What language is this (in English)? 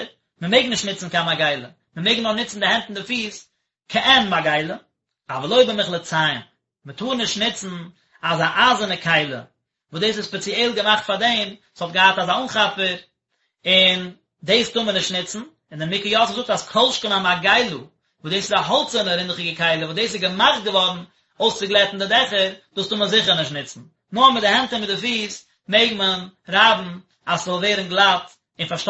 Yiddish